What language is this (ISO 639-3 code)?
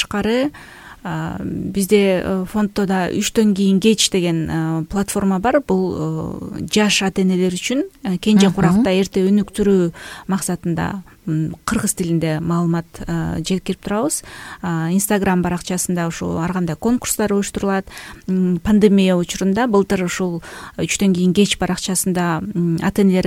kir